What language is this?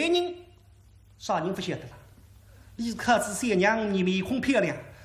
Wu Chinese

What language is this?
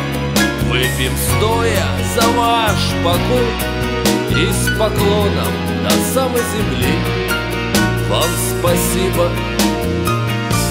Russian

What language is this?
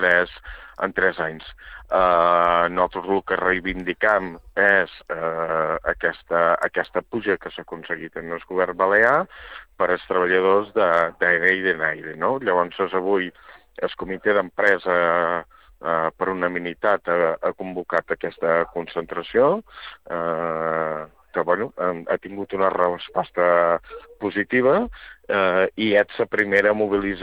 Catalan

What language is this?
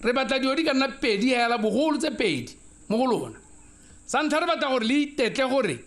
Tswana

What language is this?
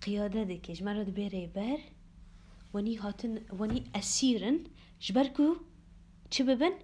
Kurdish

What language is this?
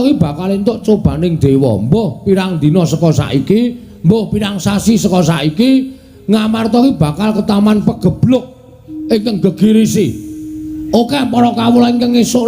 Javanese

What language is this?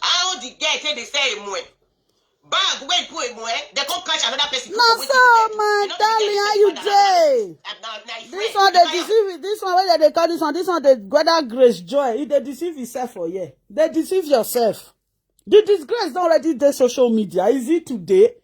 Nigerian Pidgin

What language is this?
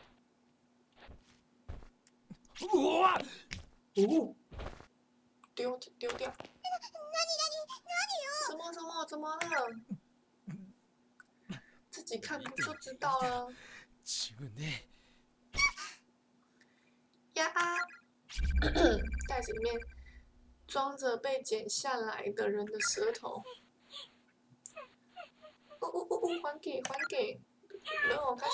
Chinese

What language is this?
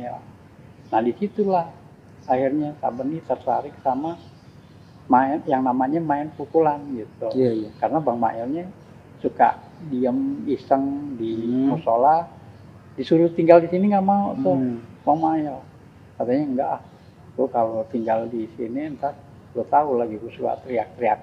Betawi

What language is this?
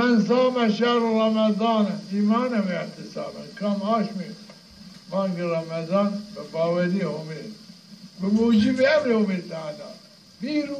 Zaza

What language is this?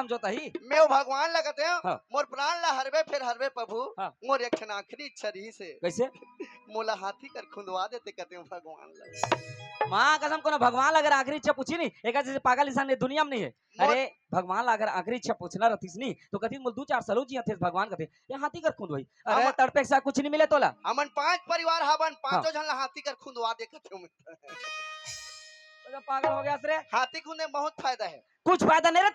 Chhattisgarhi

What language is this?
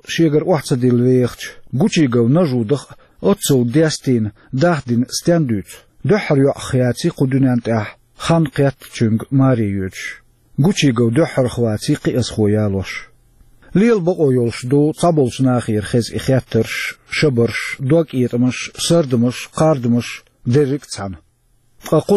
Chechen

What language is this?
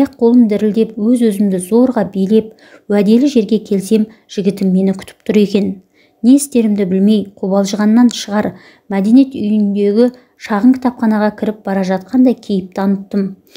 Kazakh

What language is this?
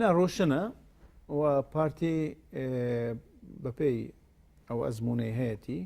Central Kurdish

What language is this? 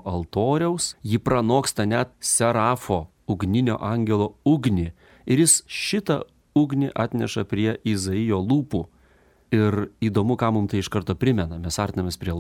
Lithuanian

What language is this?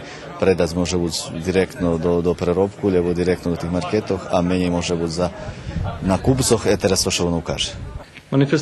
Rusyn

